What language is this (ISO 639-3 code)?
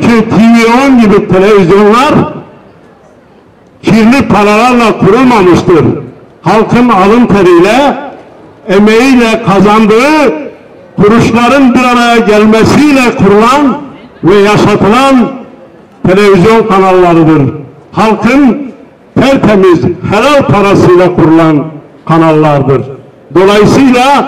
tur